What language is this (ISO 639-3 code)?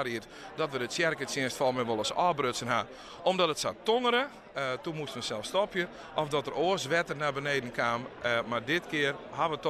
fry